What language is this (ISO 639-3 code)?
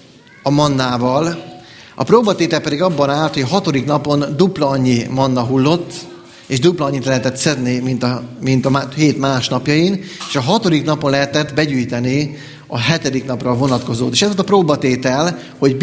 hun